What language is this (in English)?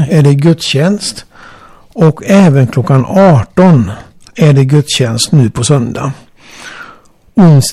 Swedish